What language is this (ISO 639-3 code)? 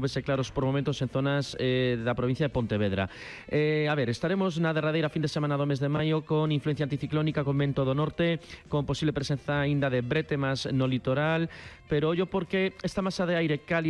glg